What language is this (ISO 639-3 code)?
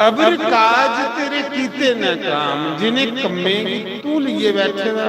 doi